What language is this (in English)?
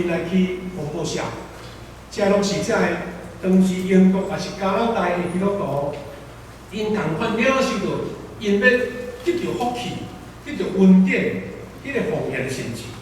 Min Nan Chinese